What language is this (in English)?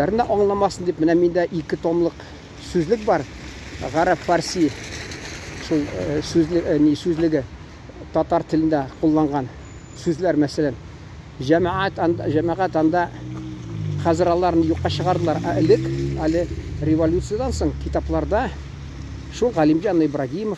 Tatar